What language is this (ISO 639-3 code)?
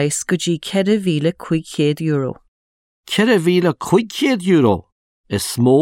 gle